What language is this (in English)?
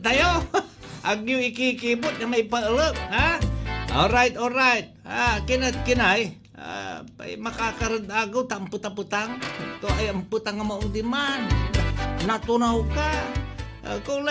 Pangasinan